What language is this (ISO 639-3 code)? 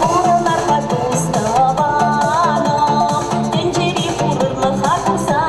chv